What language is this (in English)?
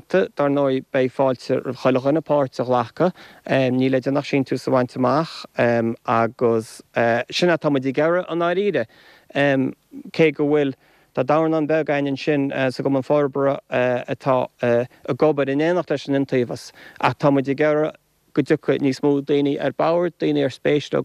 Irish